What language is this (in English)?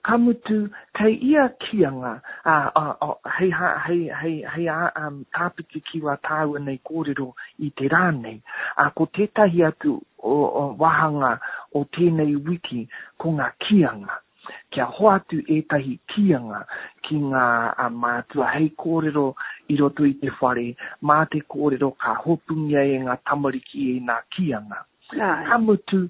Māori